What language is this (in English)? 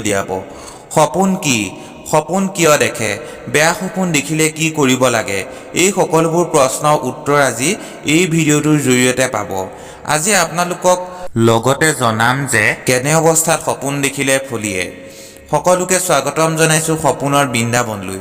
Assamese